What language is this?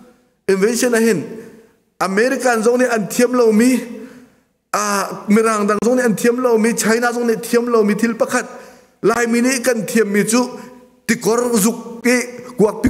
Hakha Chin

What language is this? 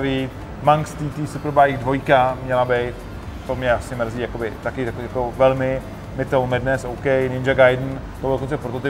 Czech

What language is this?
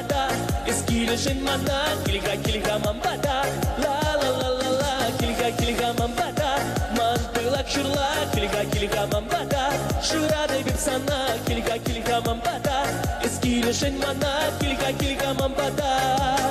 Chuvash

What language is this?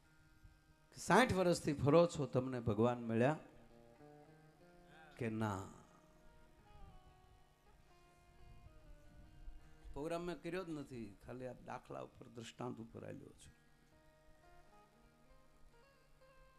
Gujarati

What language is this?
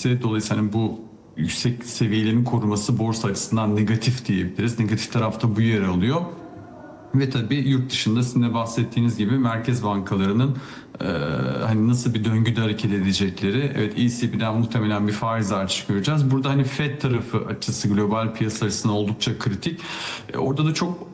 Turkish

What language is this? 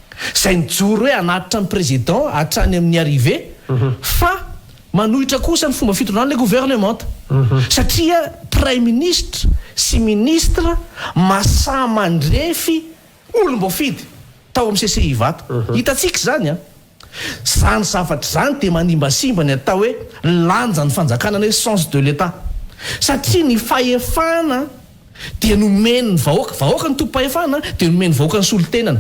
Malagasy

